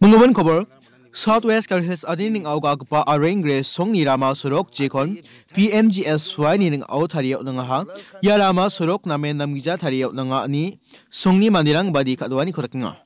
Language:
Garo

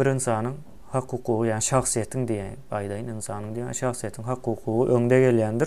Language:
Turkmen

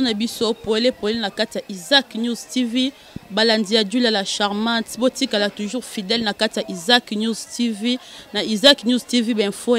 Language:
Lingala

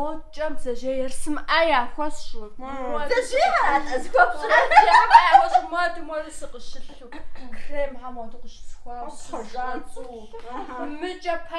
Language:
Kabardian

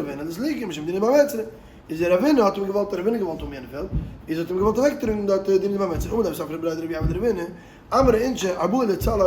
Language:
Yiddish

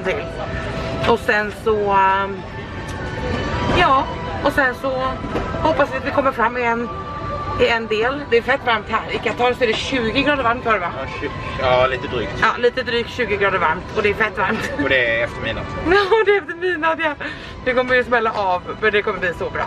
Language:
Swedish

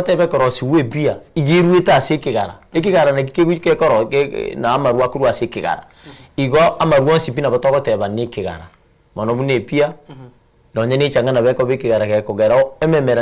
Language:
Gusii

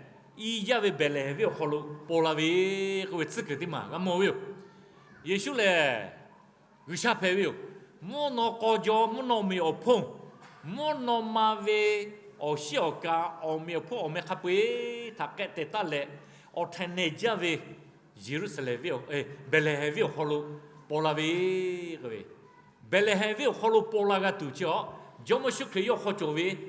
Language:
Lahu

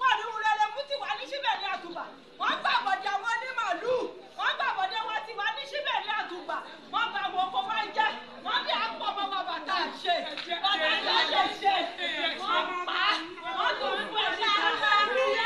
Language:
Yoruba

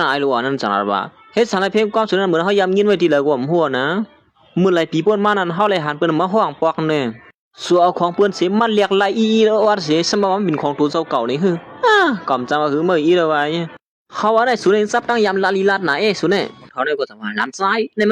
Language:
Shan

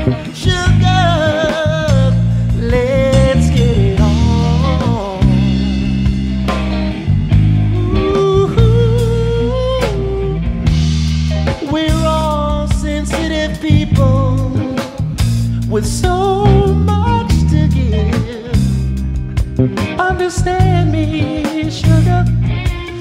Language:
English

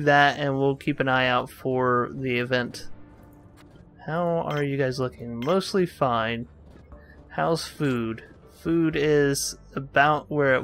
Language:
English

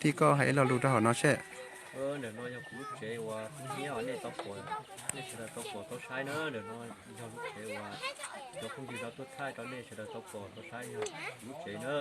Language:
Hmong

